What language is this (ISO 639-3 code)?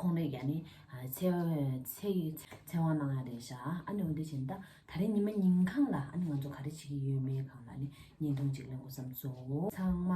bod